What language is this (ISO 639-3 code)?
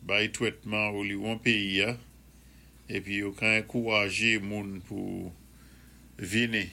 acf